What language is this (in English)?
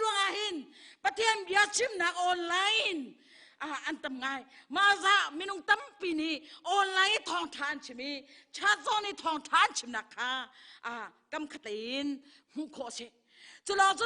Hakha Chin